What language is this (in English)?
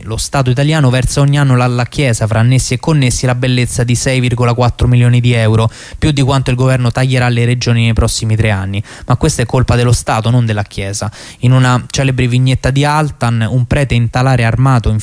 Italian